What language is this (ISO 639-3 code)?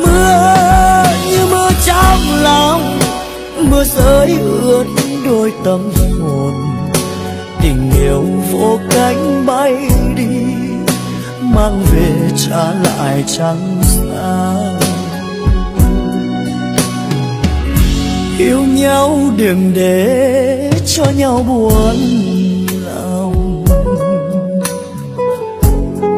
vie